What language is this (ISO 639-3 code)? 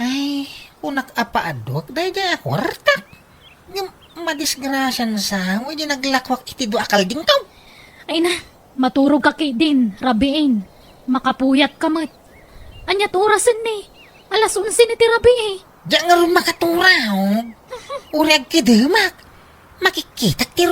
ilo